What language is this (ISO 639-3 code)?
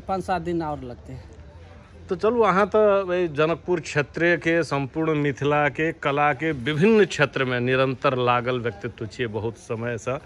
mai